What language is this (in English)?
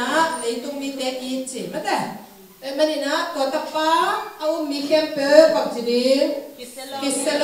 Tedim Chin